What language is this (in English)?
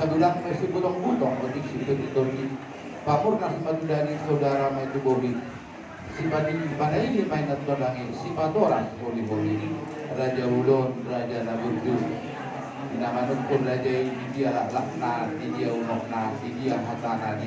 Batak Toba